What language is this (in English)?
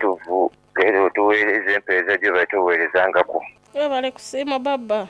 Soga